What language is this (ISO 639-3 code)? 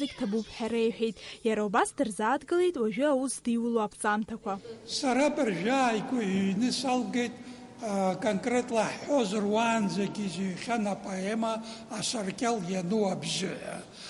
abk